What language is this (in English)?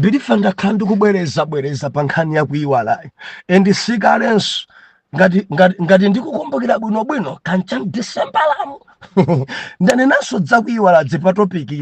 Nyanja